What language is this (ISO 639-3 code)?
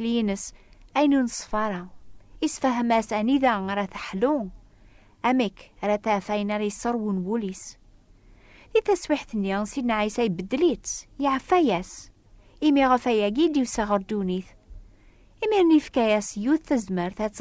kab